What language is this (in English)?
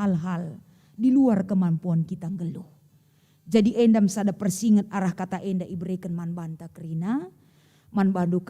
Batak Karo